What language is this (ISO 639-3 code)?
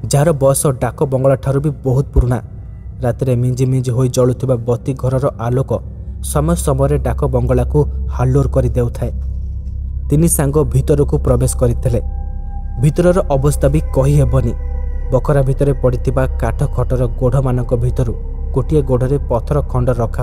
ori